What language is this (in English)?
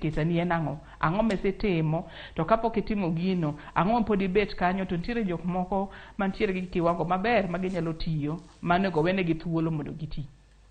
Luo (Kenya and Tanzania)